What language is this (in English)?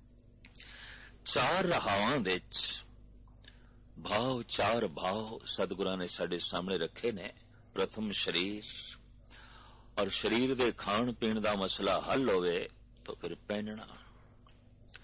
Punjabi